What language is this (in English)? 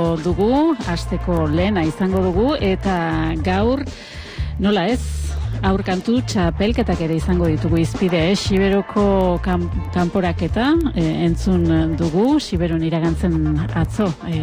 Basque